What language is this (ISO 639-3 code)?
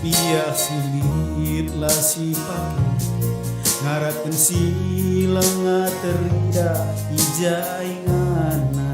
btx